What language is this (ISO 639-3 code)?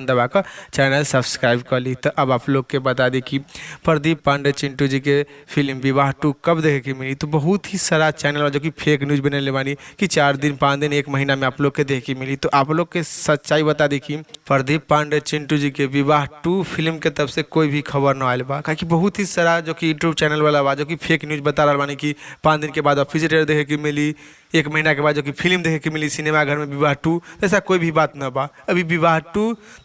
bho